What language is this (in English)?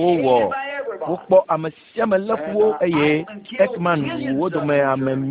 Ewe